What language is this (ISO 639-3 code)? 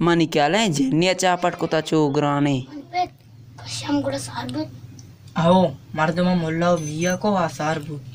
bal